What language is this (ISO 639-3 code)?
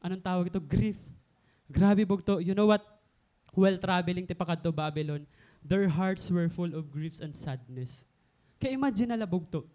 war